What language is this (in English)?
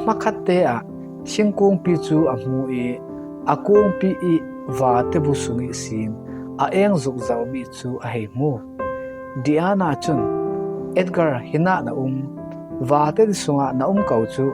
Falam Chin